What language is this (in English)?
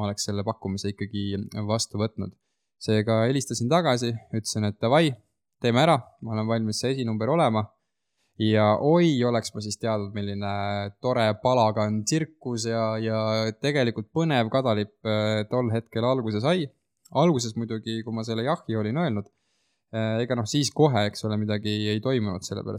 Estonian